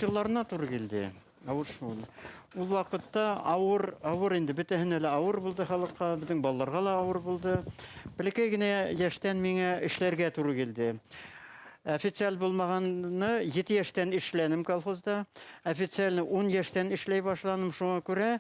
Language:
Bashkir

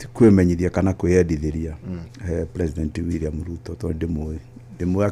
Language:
Kikuyu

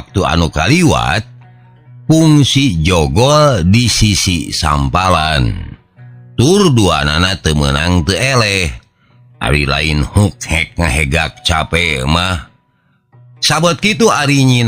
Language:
Sundanese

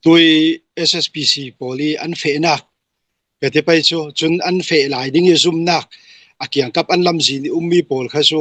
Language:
Hakha Chin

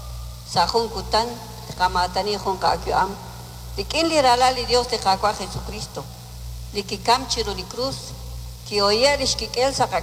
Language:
Kekchí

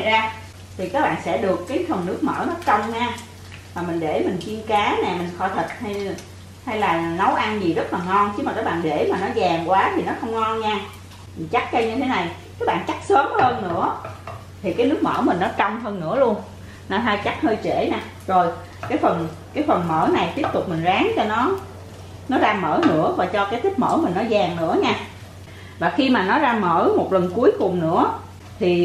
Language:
Vietnamese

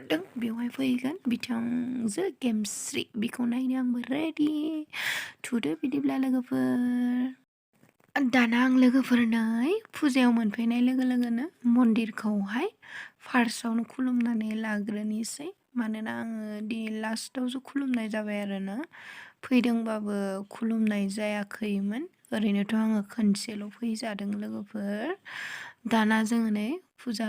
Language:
Bodo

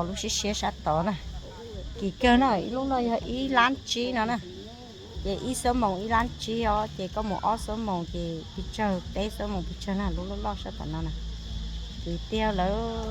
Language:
Hmong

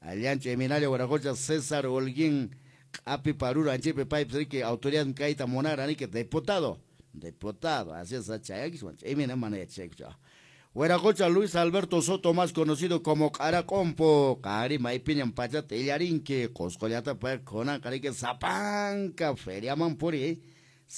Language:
Quechua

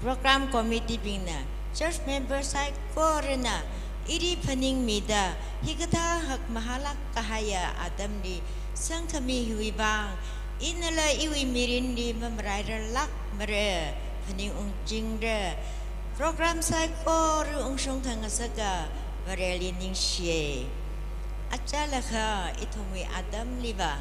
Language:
Tangkhul Naga (India)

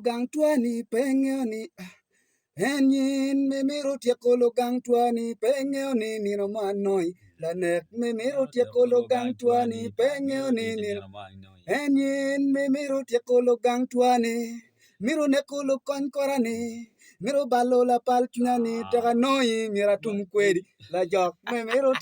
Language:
Acoli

